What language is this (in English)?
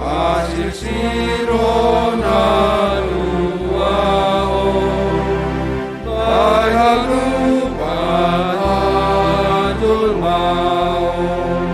Batak Simalungun